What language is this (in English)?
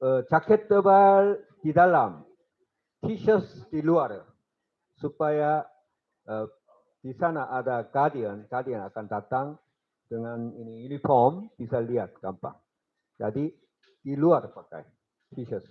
Tetum